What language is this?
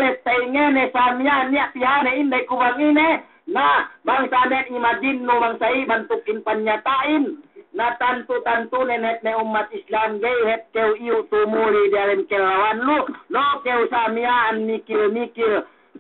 Yakan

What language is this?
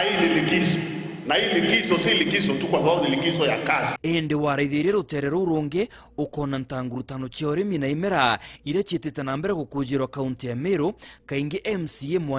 Meru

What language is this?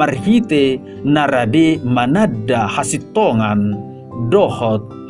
Batak Toba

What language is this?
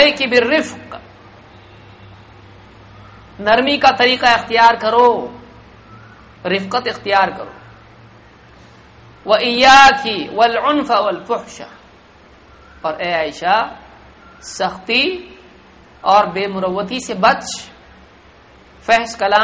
Urdu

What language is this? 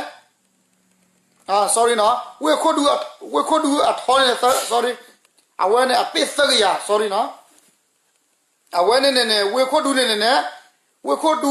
S'gaw Karen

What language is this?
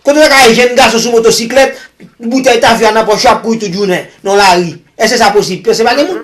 Haitian Creole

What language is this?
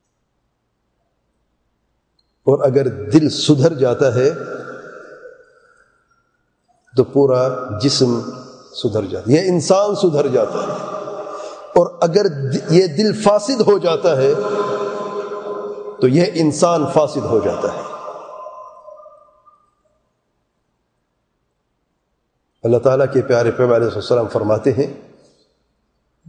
Urdu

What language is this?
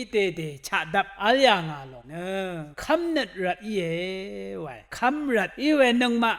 Rawang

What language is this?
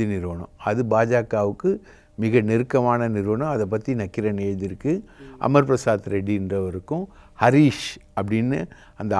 Tamil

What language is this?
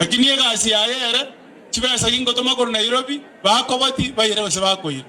Gusii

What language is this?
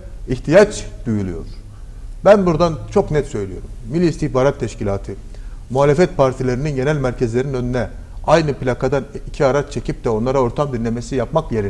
Turkish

